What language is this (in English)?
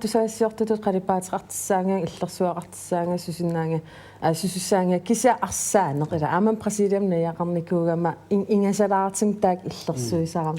Kalaallisut